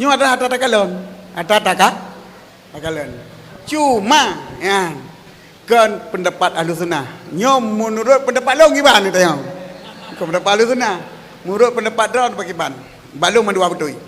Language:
Achinese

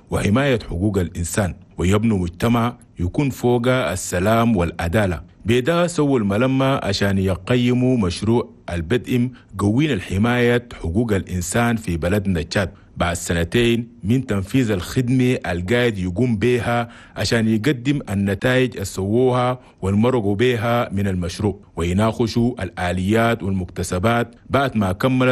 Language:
Chadian Arabic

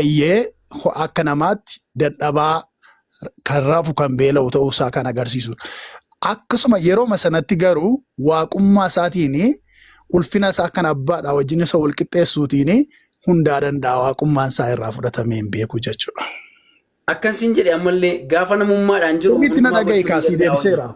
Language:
Oromo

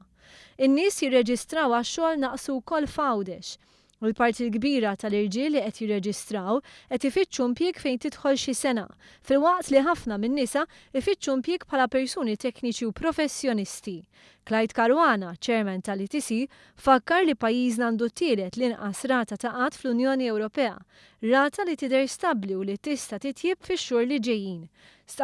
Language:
Maltese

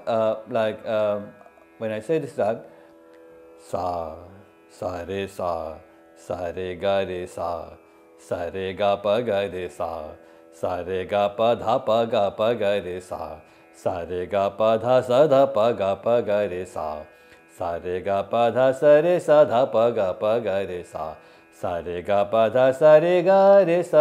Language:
English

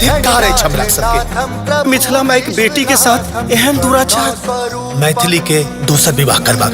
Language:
Maithili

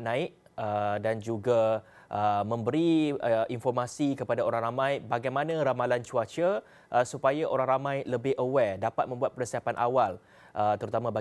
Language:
Malay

